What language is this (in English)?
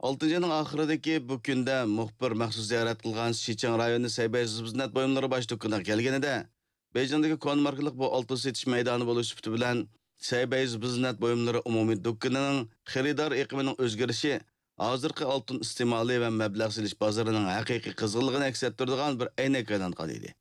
Uyghur